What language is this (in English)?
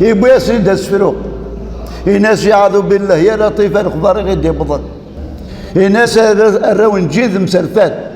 Kabyle